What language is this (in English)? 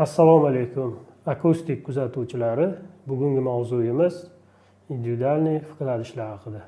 Uzbek